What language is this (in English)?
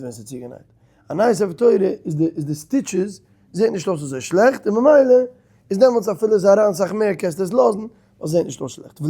Yiddish